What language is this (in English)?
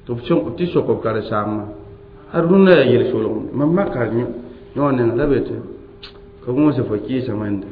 Mossi